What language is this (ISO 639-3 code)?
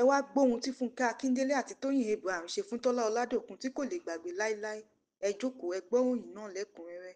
yor